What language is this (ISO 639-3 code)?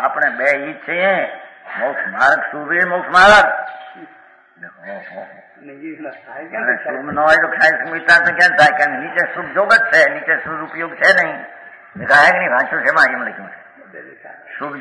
guj